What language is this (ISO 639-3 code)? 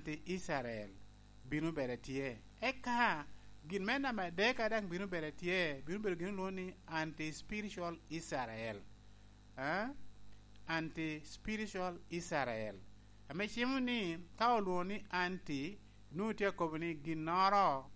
laj